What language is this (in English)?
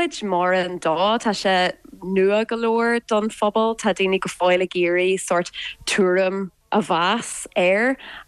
Irish